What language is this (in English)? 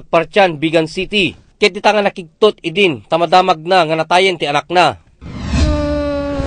Iloko